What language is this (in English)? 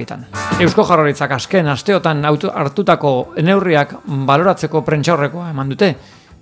Basque